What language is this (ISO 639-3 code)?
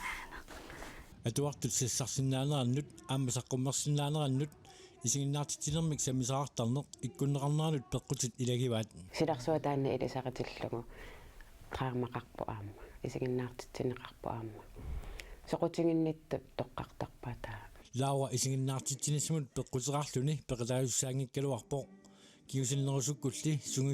kal